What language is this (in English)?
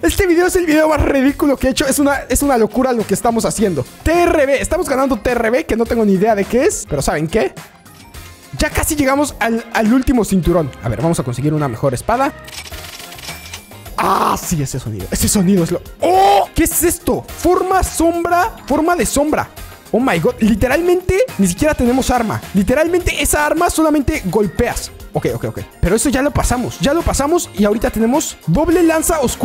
Spanish